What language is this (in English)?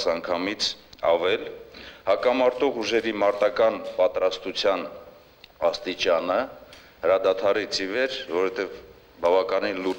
Armenian